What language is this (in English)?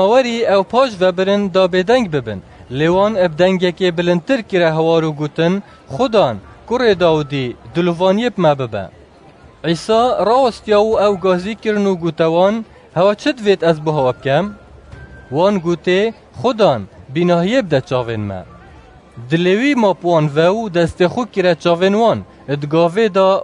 Kurdish